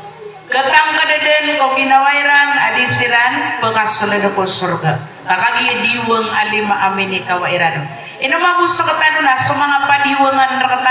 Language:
Maranao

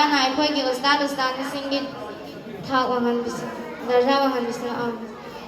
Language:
Manipuri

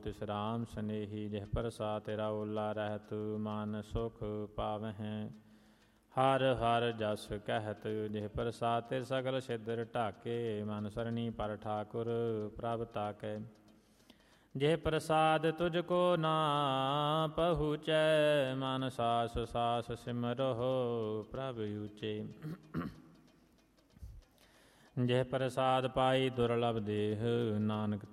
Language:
Punjabi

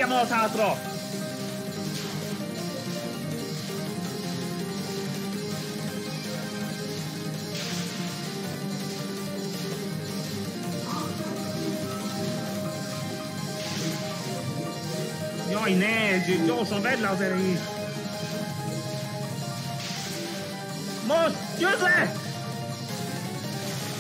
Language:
Hungarian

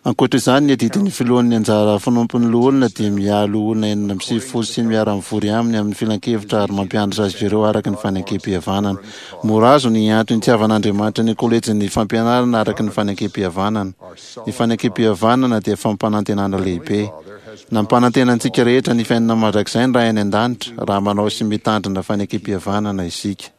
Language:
Malagasy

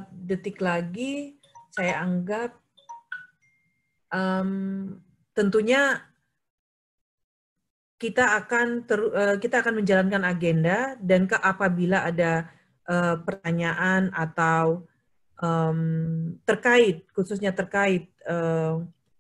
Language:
Indonesian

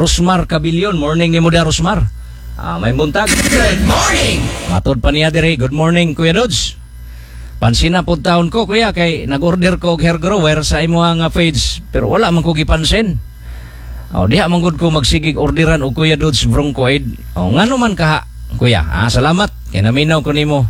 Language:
Cebuano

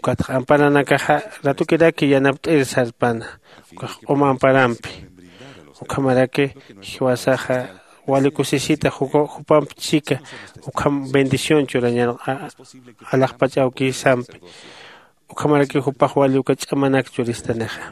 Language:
Aymara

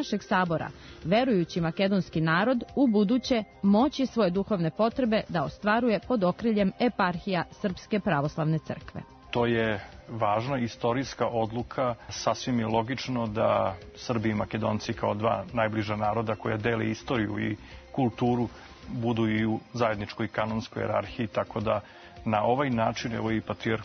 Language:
Serbian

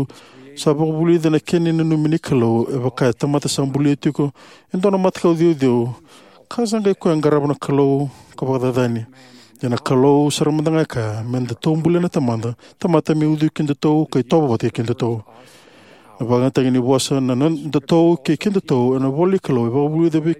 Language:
Fijian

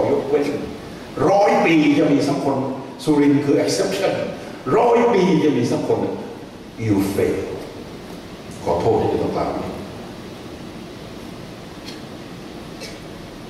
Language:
Thai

